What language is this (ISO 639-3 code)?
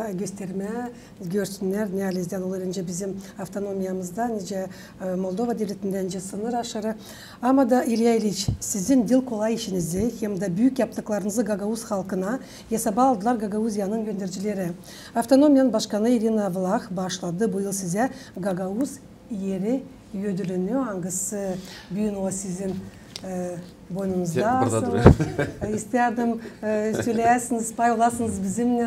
gag